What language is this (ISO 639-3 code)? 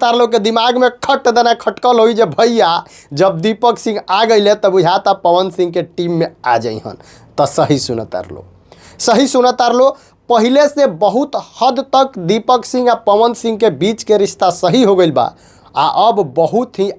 bho